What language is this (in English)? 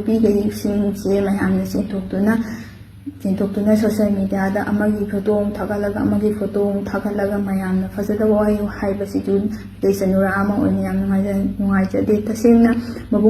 Manipuri